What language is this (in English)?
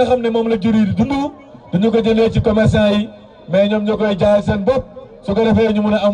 Wolof